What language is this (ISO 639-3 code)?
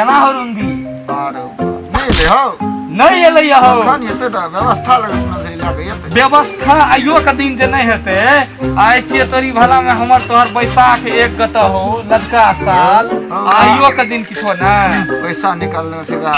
mai